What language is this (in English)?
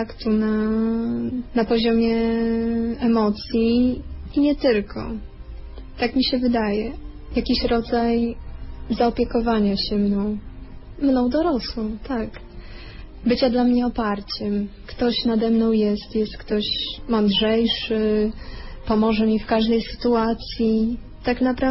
Polish